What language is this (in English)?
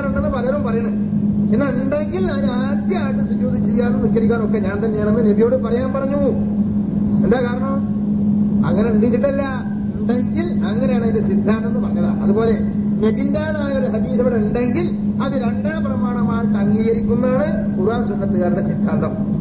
Malayalam